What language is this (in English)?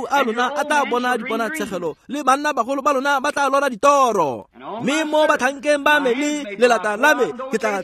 Tswana